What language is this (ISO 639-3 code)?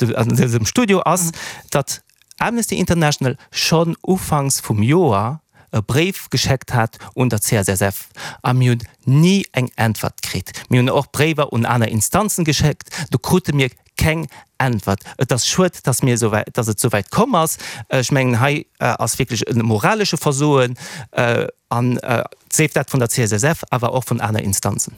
ltz